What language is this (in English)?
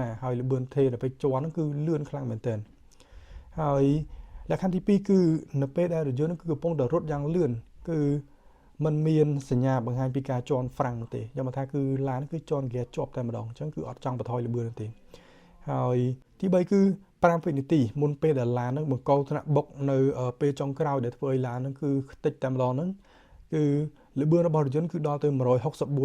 Khmer